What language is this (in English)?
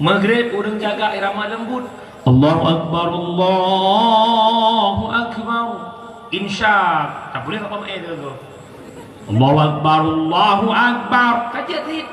Achinese